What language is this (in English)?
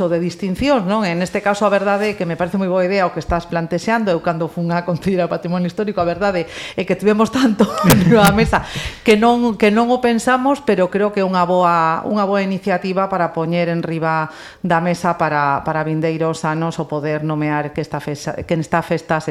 Galician